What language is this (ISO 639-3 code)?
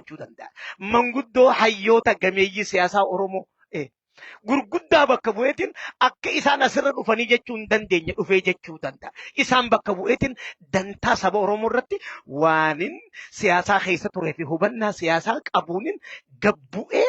orm